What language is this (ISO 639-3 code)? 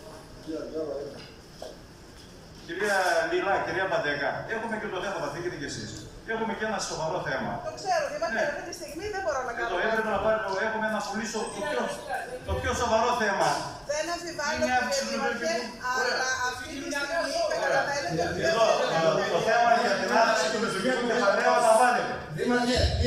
ell